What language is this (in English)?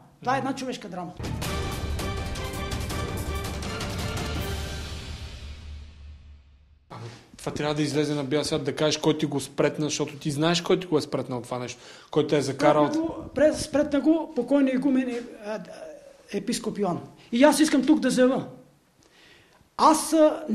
Bulgarian